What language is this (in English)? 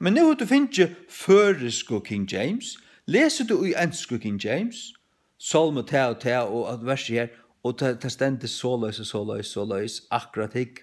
Faroese